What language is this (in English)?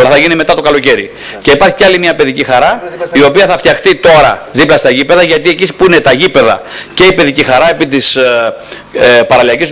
Greek